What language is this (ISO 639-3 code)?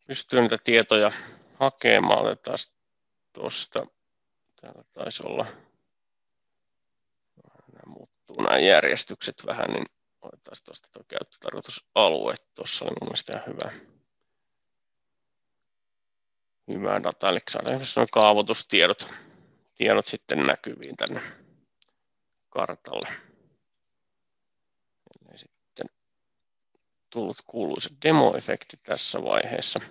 fin